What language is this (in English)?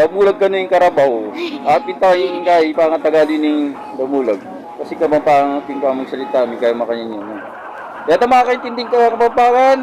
Pampanga